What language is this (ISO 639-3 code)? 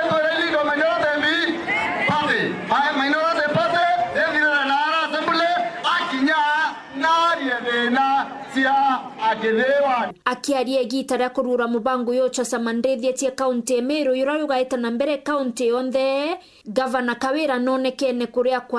mer